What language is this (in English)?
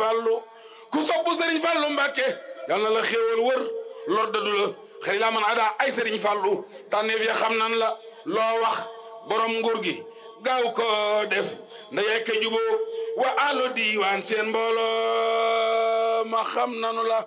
Wolof